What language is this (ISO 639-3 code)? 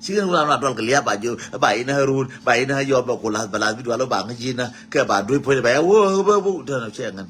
nus